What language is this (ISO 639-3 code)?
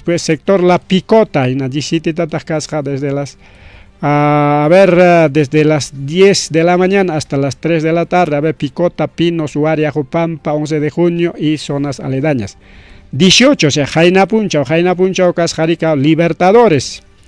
quy